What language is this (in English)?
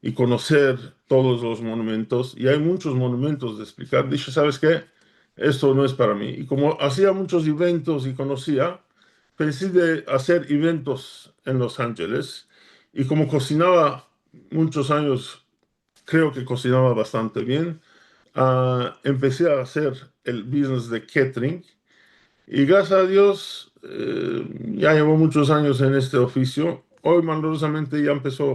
Ladino